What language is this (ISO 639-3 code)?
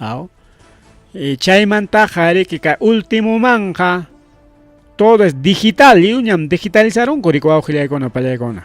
quy